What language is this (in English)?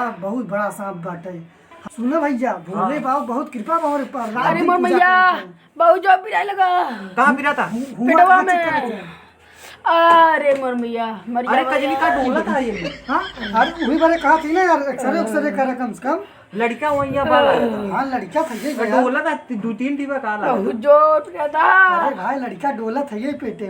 Awadhi